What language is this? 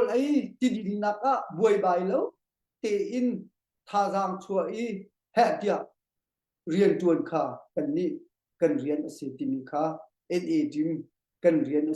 Hakha Chin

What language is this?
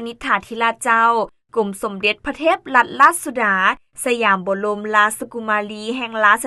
Lao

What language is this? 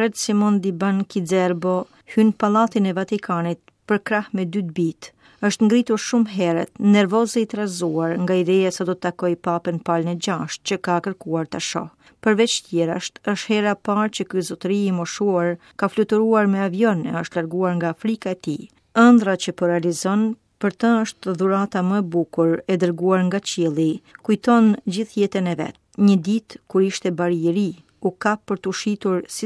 Albanian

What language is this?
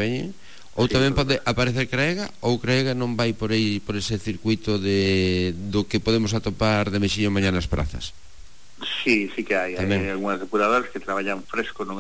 Galician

